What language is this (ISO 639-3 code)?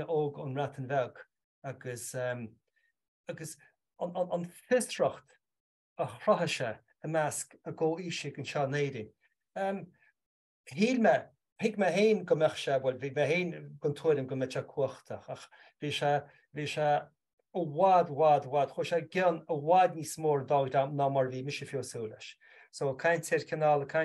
gle